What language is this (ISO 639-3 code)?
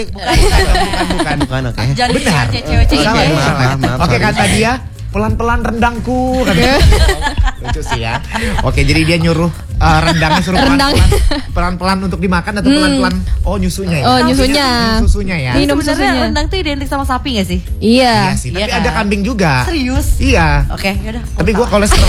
ind